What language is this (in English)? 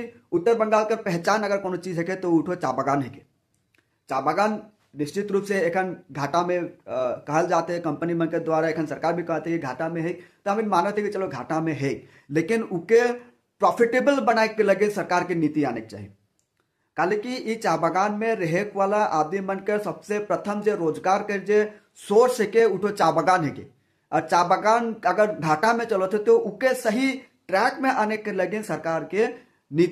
Sadri